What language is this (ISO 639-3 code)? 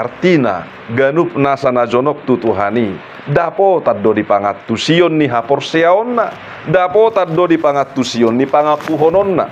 bbc